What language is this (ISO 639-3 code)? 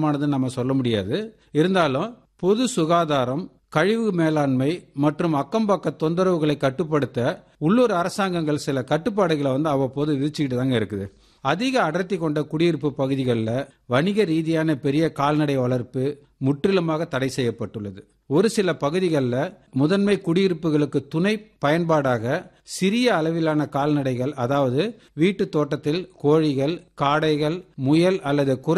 tam